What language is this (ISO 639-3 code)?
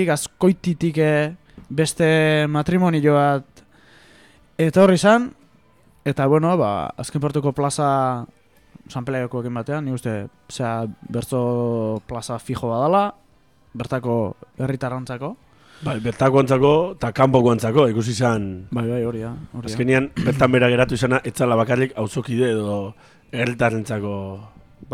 eus